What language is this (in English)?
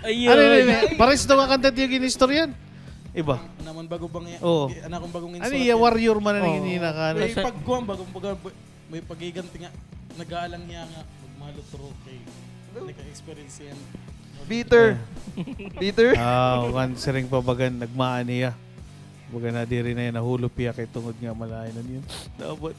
Waray